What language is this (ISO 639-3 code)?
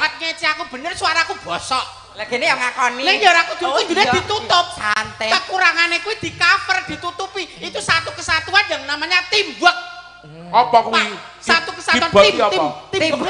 jav